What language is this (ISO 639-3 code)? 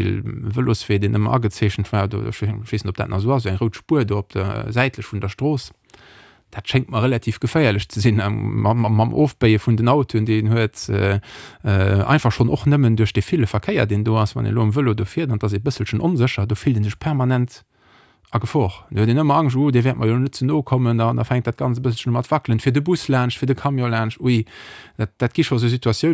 ltz